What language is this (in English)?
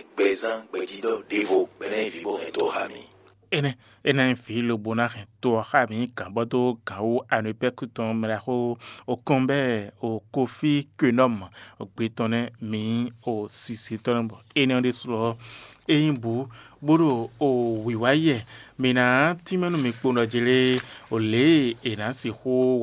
Fon